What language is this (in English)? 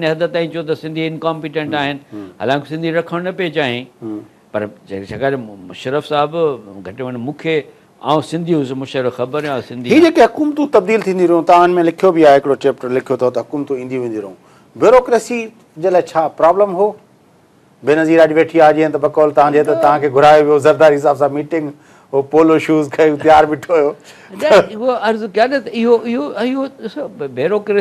Sindhi